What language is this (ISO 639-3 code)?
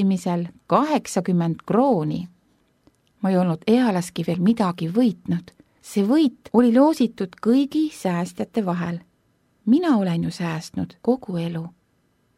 est